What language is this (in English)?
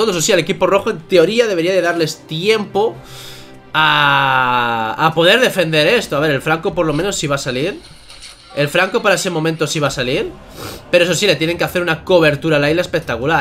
Spanish